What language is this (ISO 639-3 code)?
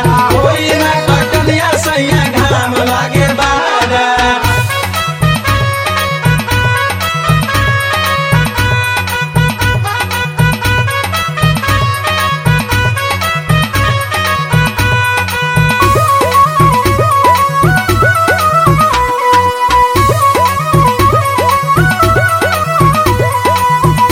bho